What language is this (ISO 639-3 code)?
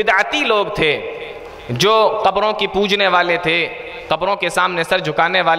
urd